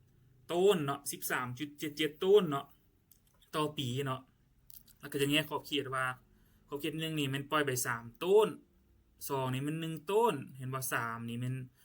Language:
Lao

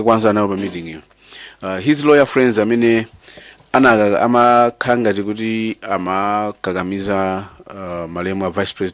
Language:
Nyanja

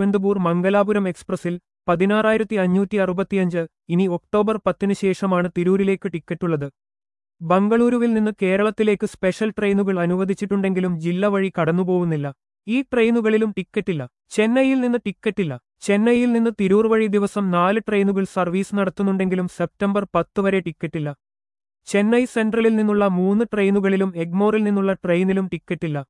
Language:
Malayalam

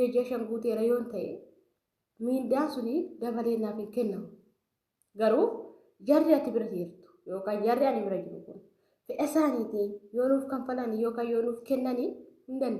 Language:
Oromo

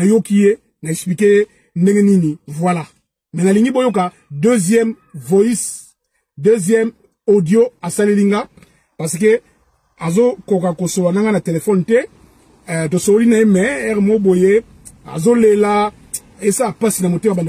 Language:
Lingala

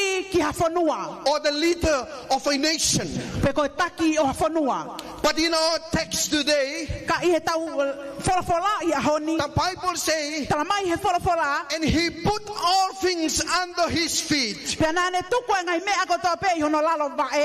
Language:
Tongan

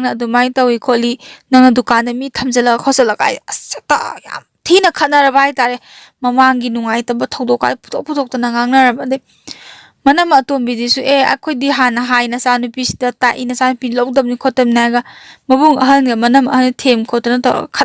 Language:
Manipuri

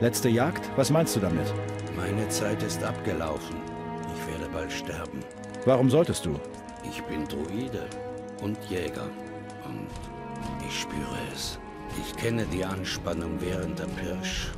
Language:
Bavarian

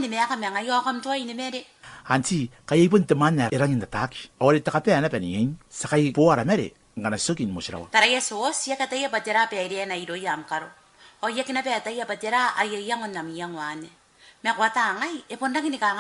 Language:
Gilbertese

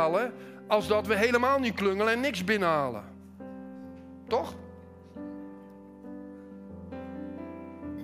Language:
Dutch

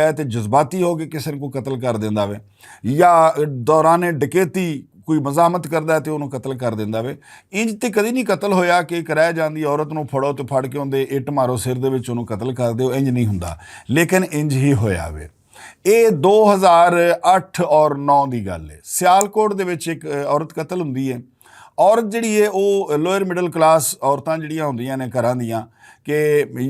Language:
Western Panjabi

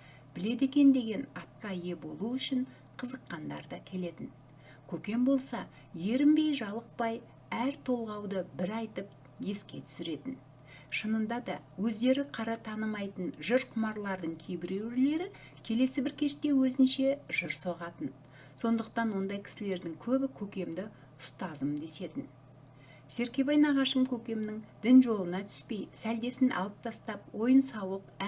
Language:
Kazakh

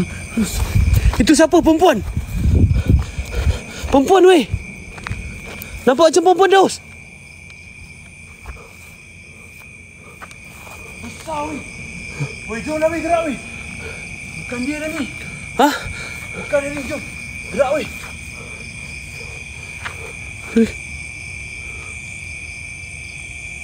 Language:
Malay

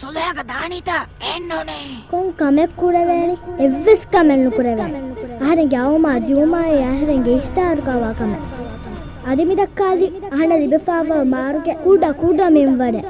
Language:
Divehi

